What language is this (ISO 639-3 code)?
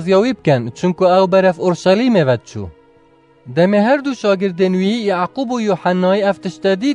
kur